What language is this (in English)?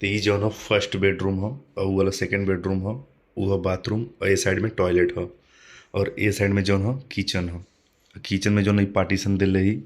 Bhojpuri